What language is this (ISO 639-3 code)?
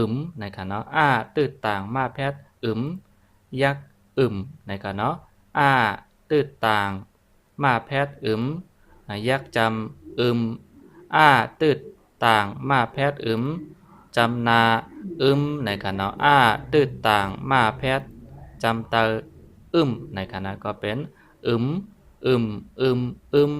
shn